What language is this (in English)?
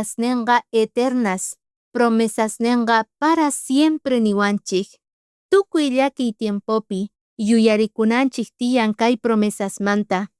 South Bolivian Quechua